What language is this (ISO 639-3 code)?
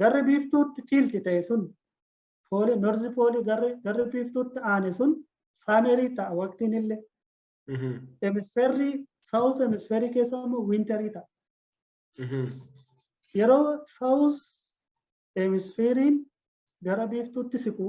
orm